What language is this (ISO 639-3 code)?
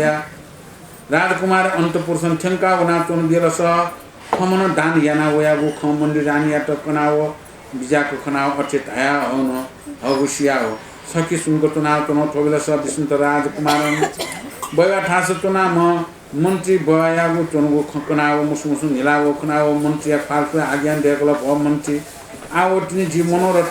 new